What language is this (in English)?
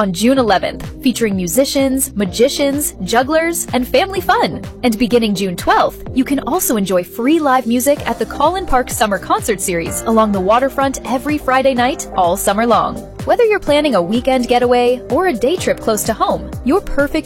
English